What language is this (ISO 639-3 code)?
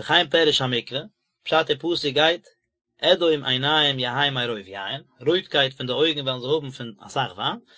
yid